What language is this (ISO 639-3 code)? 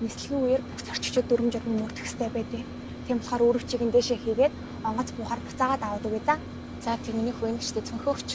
mon